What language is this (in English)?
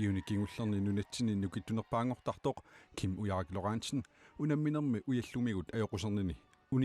Kalaallisut